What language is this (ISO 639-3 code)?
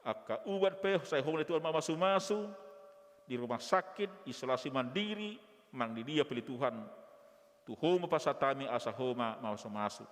bbc